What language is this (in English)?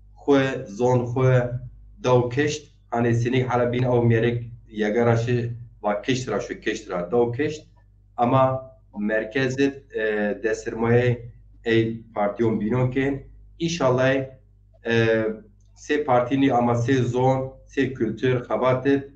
Zaza